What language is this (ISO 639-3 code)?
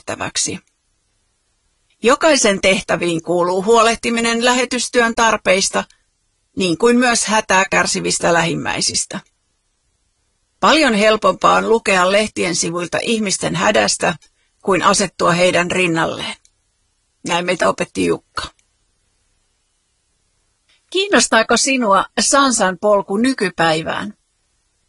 fin